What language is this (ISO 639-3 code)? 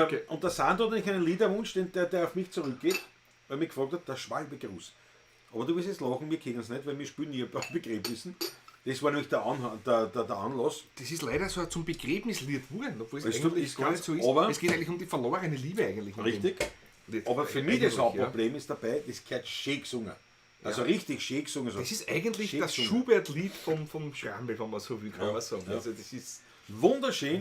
bar